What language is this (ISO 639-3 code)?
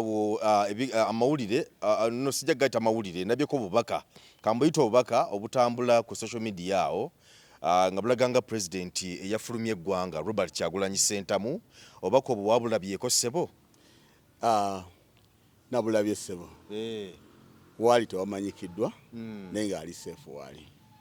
lug